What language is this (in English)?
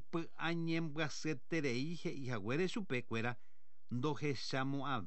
Guarani